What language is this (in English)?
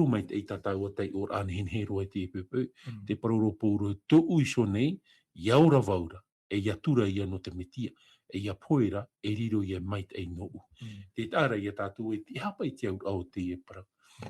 Tahitian